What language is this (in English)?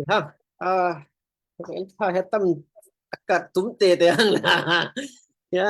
Falam Chin